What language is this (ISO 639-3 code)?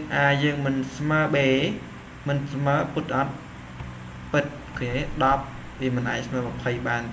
khm